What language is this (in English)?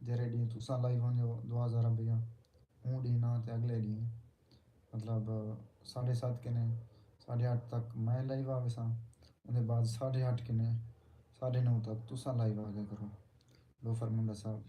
Saraiki